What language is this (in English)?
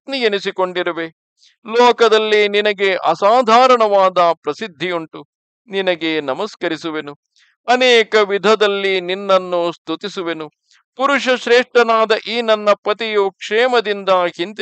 Kannada